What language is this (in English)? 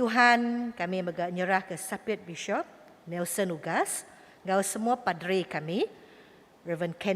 Iban